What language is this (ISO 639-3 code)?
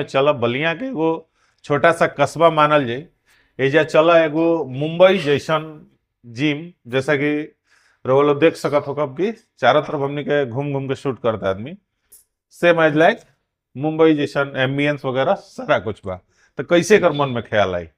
bho